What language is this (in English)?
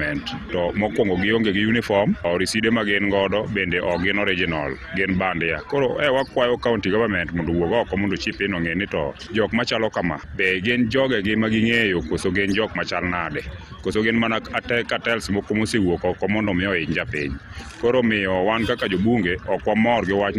Luo (Kenya and Tanzania)